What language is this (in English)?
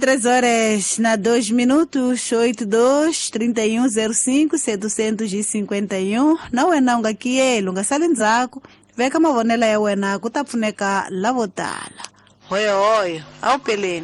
Tsonga